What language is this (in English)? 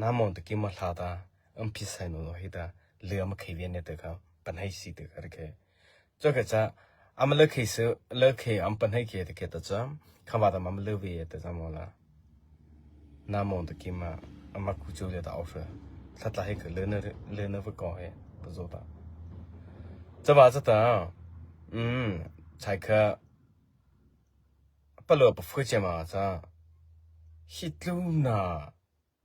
Mara Chin